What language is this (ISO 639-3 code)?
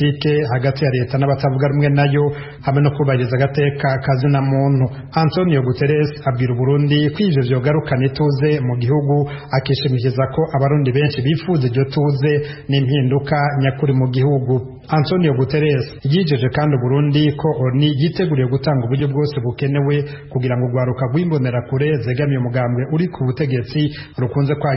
run